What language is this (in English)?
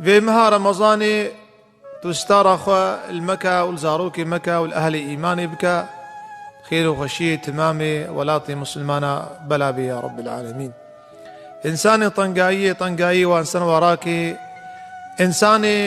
Kurdish